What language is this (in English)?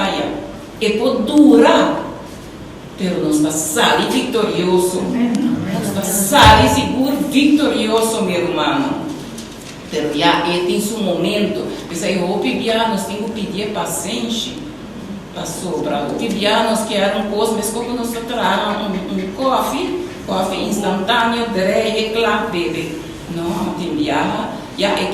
Papiamento